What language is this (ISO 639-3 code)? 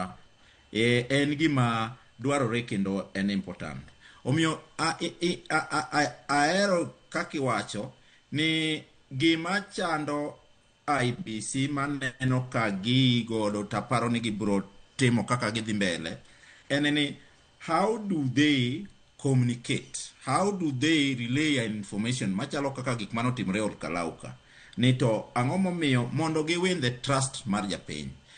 luo